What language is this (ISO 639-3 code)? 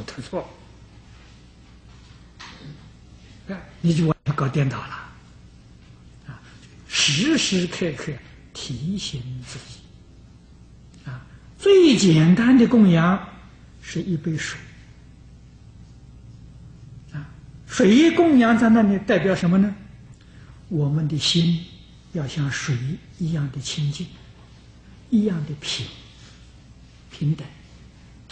zho